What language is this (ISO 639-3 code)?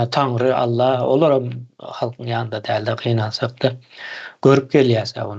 tuk